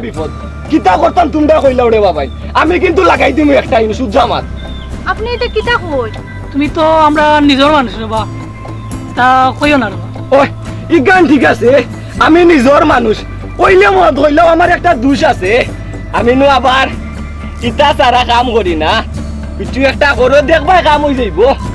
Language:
Sylheti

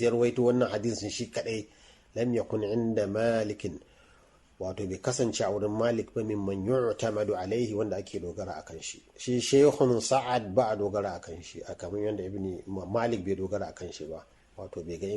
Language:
Hausa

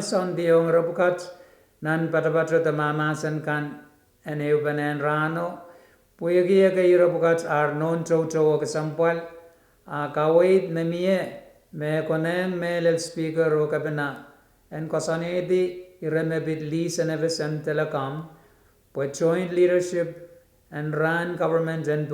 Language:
Pohnpeian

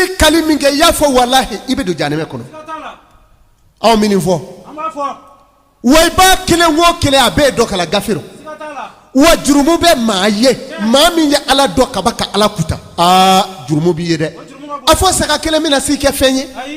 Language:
Bambara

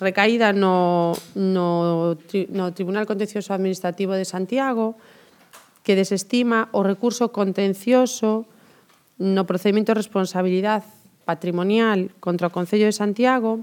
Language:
Galician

